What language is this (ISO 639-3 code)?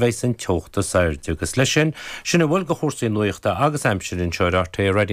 gle